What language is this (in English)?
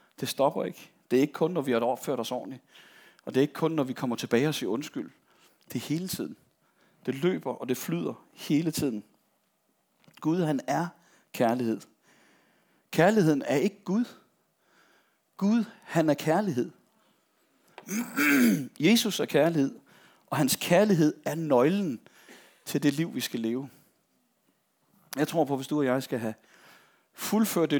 Danish